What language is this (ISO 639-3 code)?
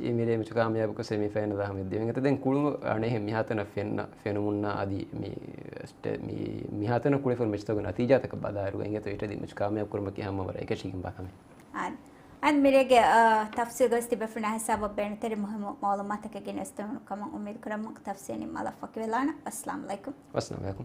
div